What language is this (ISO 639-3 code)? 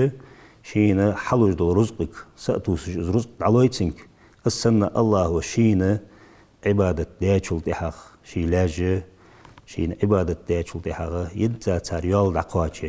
inh